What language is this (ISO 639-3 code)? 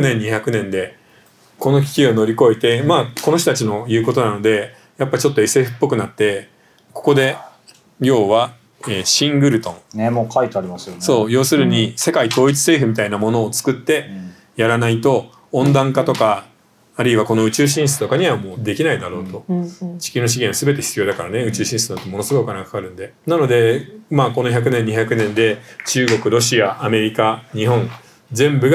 jpn